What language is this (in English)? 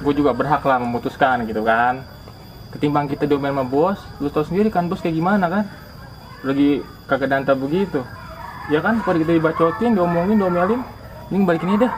Betawi